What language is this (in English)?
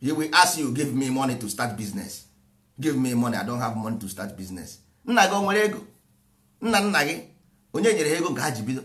Igbo